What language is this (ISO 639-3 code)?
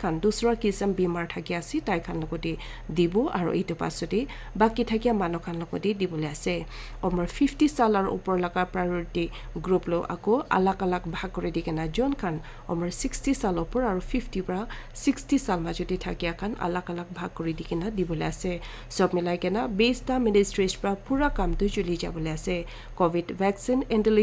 nag